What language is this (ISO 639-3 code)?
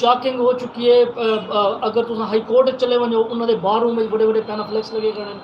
skr